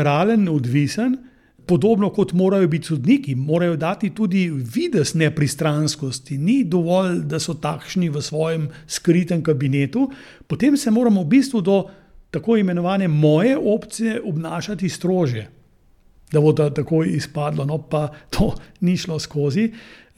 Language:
Slovenian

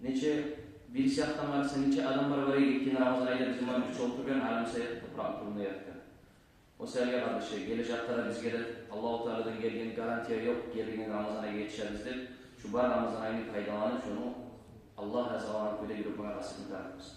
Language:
Kumyk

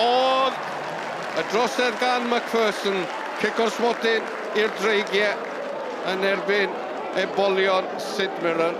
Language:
Welsh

